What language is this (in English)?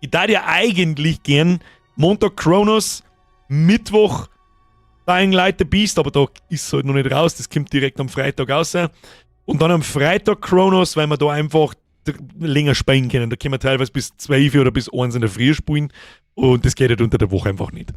Bavarian